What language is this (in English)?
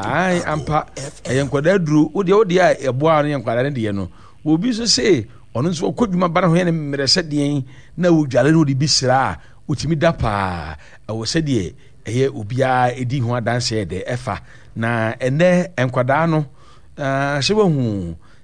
Akan